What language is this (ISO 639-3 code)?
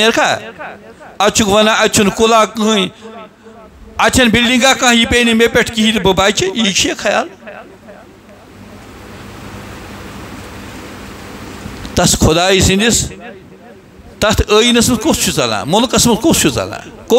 kas